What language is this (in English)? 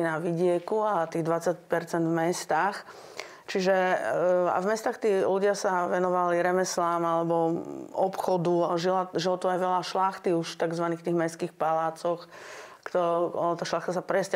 Slovak